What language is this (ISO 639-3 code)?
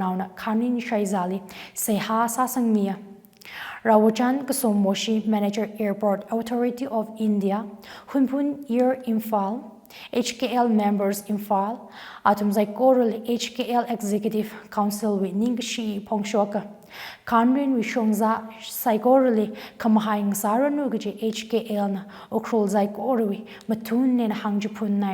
nmf